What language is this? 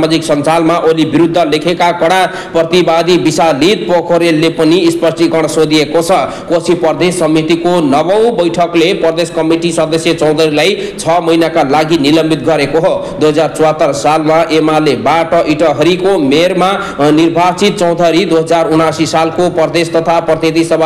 Nepali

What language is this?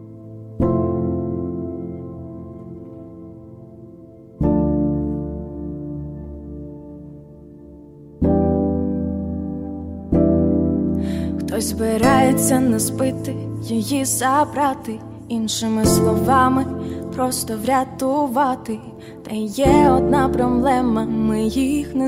Ukrainian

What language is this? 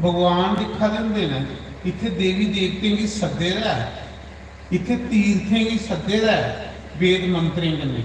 Dogri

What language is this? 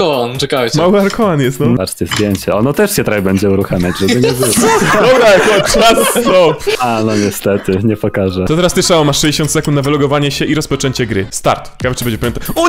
Polish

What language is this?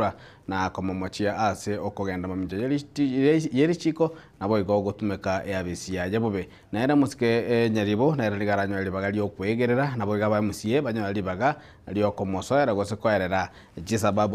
Gusii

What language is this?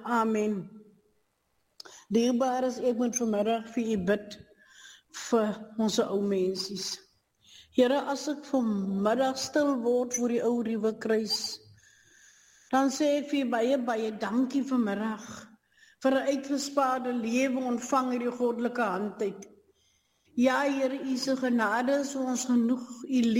Afrikaans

